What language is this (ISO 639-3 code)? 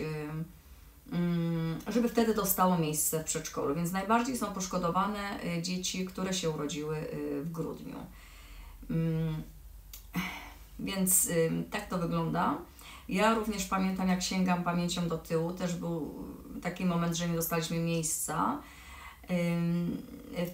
pol